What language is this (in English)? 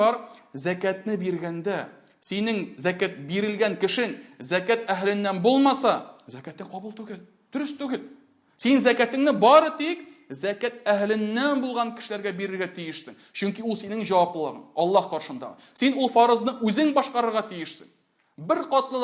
Tatar